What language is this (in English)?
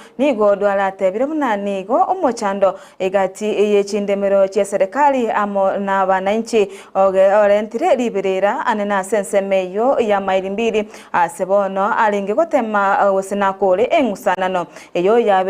Gusii